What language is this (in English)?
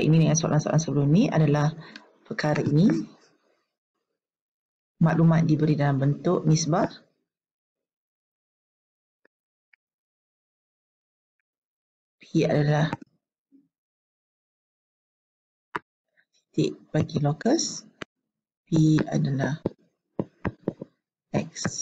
Malay